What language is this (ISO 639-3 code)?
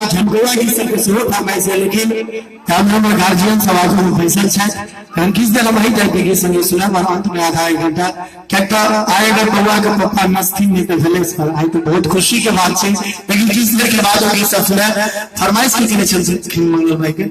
mai